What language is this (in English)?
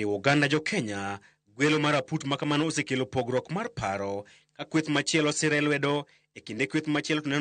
Luo (Kenya and Tanzania)